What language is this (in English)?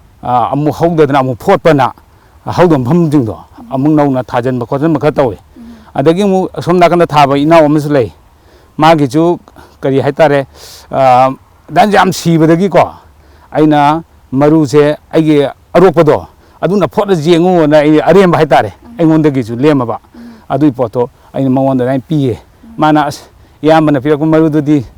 Manipuri